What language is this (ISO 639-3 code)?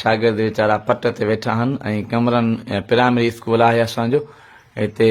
snd